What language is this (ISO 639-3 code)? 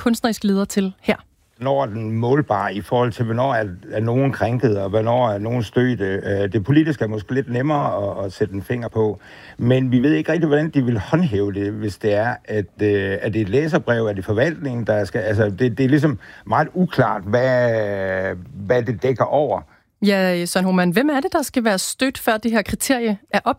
dan